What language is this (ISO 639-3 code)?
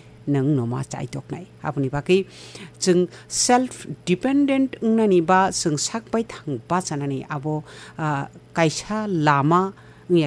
trp